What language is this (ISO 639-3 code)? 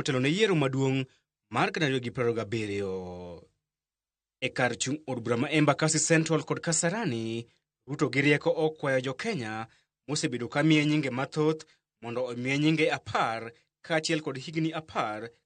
luo